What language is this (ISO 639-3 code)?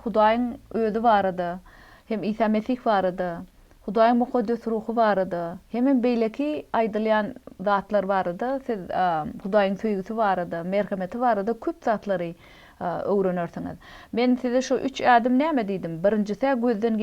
tuk